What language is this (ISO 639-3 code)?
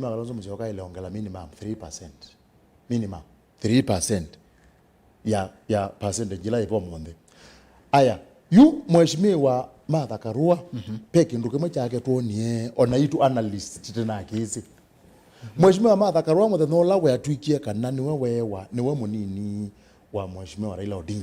kam